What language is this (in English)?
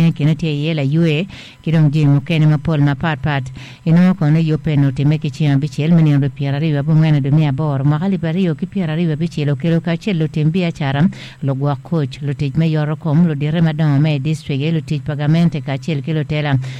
Acoli